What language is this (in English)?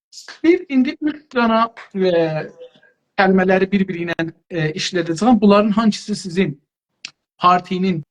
South Azerbaijani